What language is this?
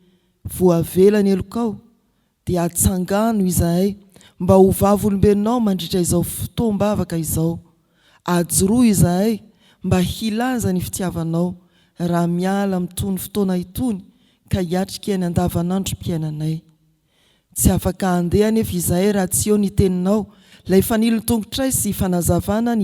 Malagasy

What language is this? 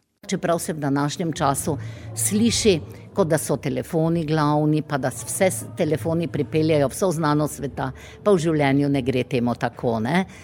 Slovenian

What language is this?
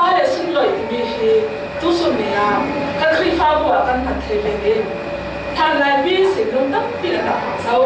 Falam Chin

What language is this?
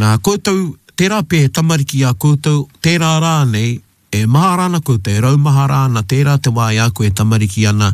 Māori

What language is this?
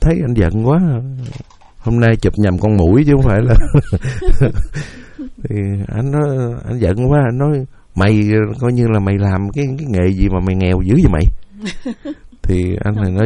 Vietnamese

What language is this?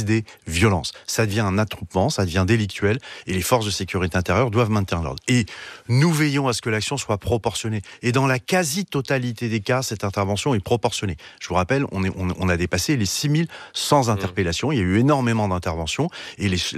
French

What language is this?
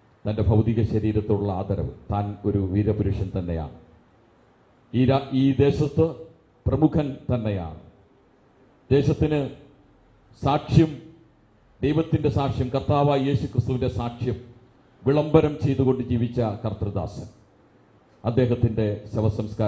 Malayalam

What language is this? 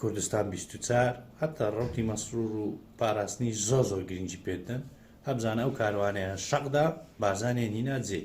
Central Kurdish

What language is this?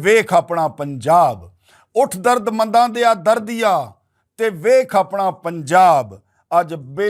Western Panjabi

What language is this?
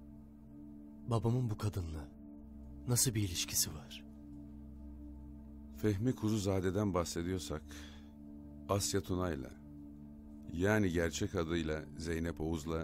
Turkish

